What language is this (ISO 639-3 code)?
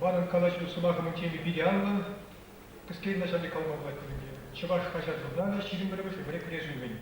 chv